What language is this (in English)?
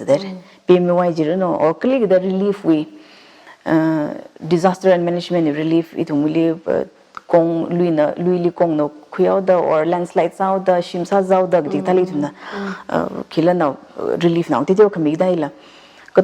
Tangkhul Naga (India)